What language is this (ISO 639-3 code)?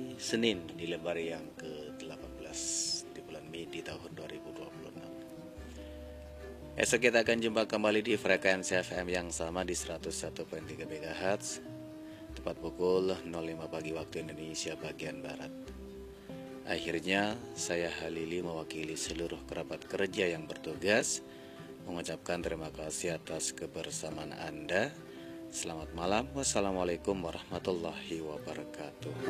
ind